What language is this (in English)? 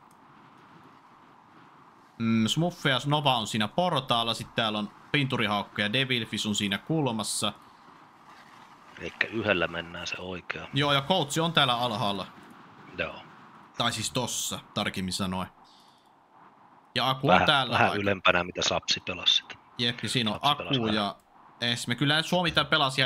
Finnish